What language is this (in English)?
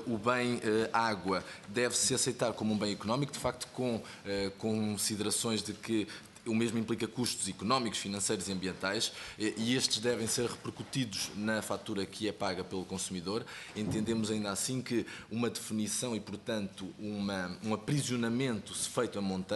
Portuguese